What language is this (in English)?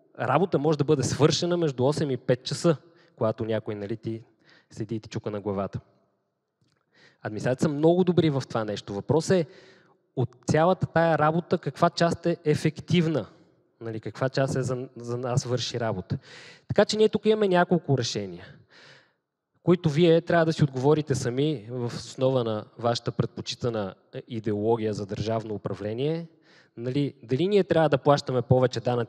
Bulgarian